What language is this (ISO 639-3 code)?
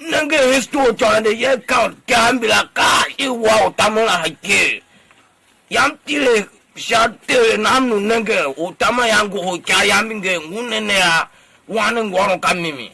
tiv